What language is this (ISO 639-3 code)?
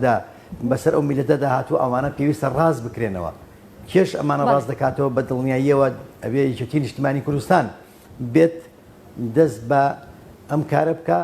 ckb